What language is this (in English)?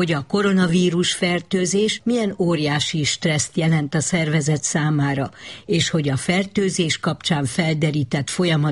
Hungarian